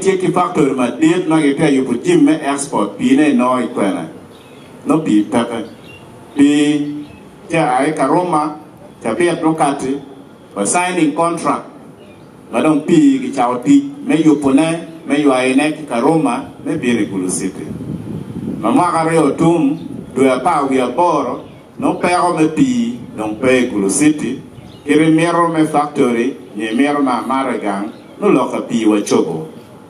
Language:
Acoli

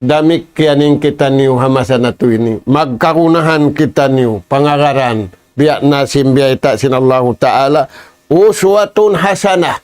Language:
Tausug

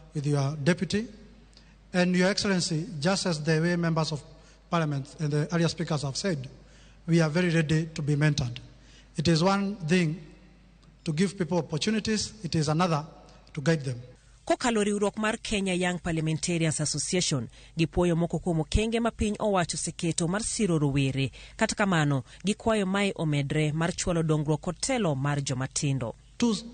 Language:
Luo (Kenya and Tanzania)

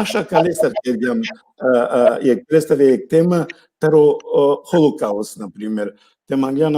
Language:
Balkan Romani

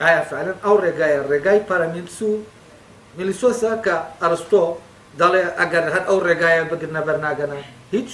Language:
Central Kurdish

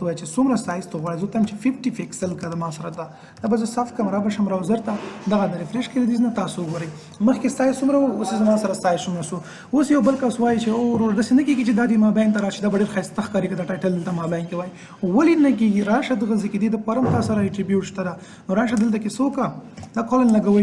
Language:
Pashto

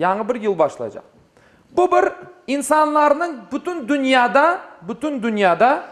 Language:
Crimean Tatar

